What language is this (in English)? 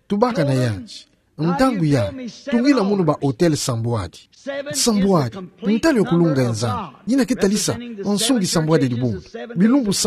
Kituba (Democratic Republic of Congo)